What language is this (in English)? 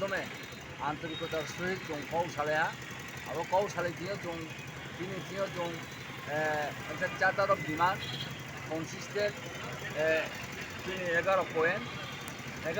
Riang (India)